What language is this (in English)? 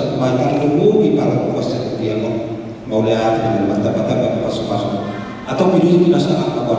Batak Toba